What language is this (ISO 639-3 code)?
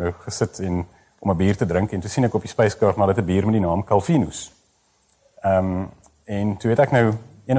afr